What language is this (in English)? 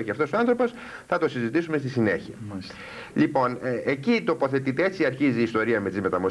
Greek